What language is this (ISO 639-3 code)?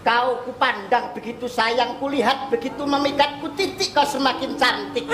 jav